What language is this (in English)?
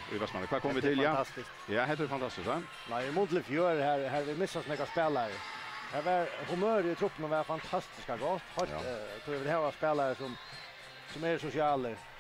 Faroese